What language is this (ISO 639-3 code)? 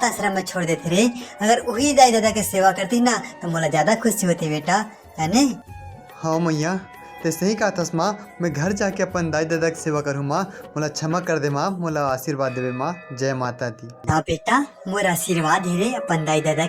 hne